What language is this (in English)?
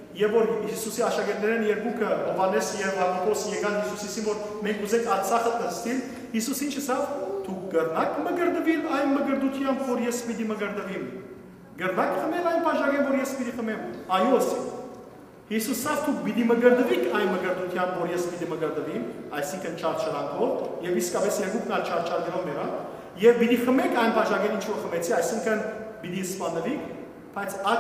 Western Armenian